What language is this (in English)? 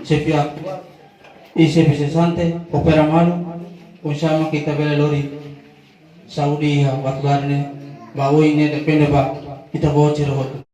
Tetum